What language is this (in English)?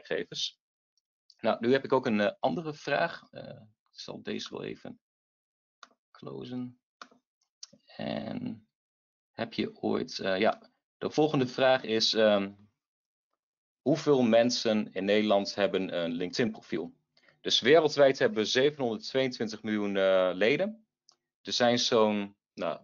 Dutch